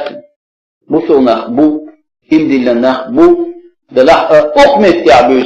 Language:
Chechen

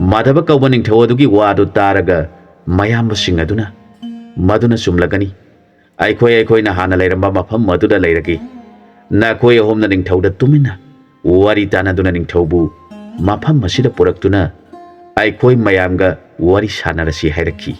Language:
Manipuri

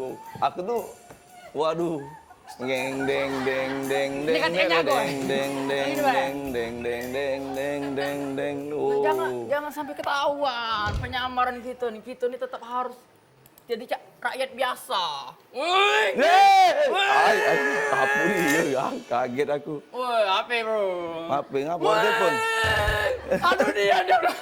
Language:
Musi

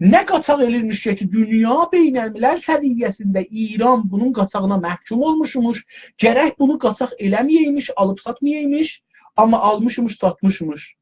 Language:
South Azerbaijani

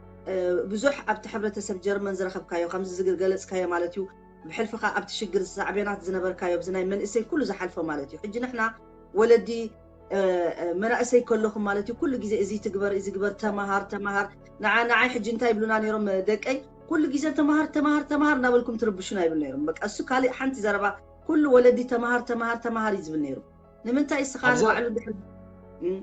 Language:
Tigrinya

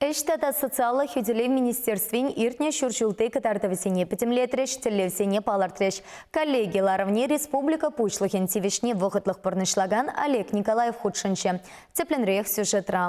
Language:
Chuvash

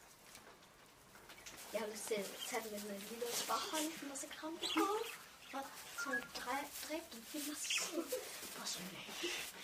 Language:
Danish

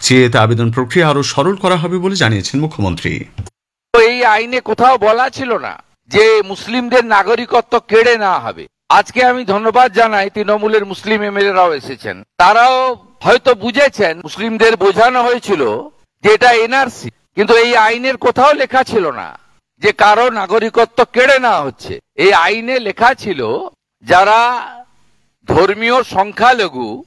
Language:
Bangla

